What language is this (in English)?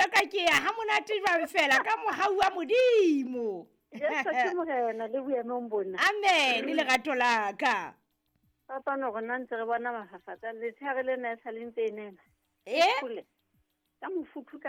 Southern Sotho